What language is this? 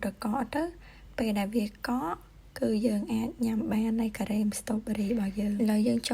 Khmer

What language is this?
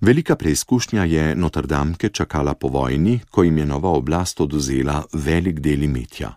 Slovenian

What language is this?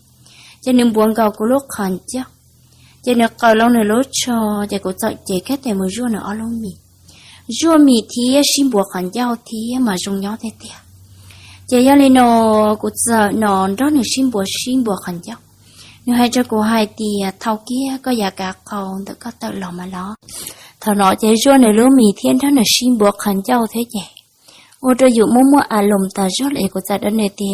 Hmong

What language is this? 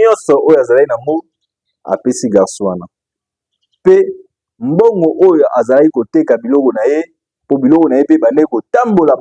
Lingala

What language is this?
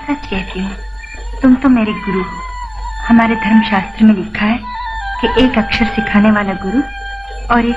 Hindi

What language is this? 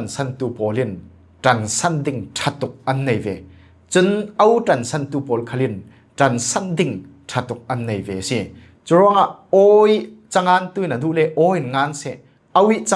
Falam Chin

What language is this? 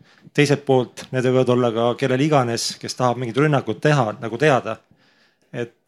Estonian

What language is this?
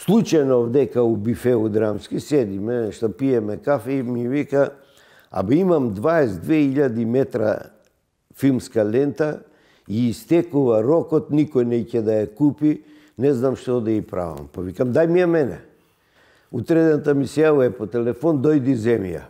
Macedonian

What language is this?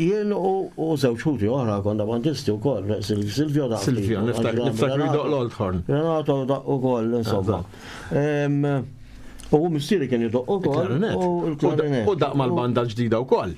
Maltese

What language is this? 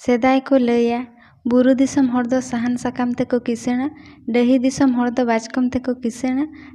Santali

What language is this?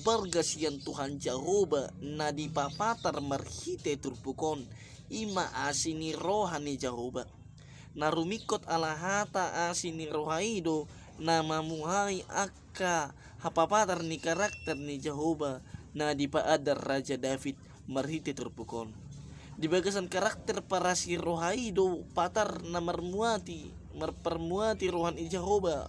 Batak Toba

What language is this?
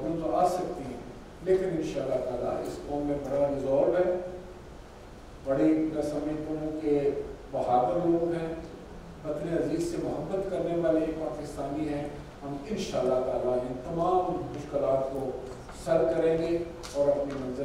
Urdu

